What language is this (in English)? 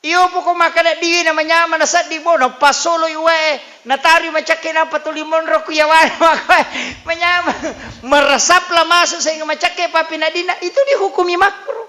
Buginese